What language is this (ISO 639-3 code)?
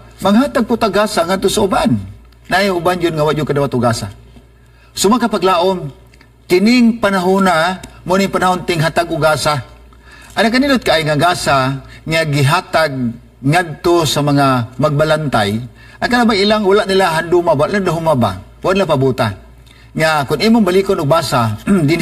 ceb